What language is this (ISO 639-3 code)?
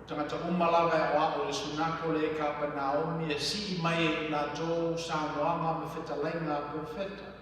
smo